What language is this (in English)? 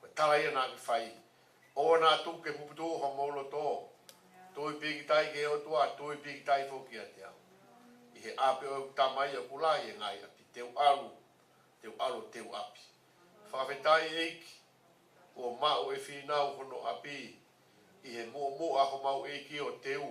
Tongan